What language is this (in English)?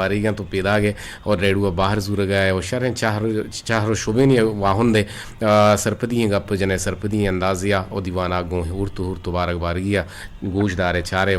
Eastern Balochi